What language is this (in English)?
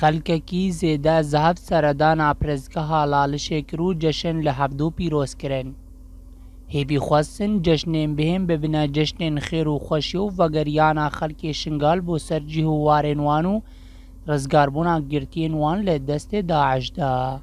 Kurdish